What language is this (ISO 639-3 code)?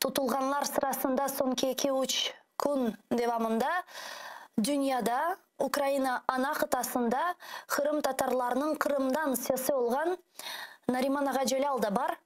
crh